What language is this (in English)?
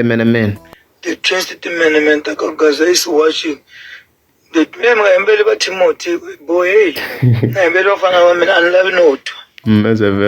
Tsonga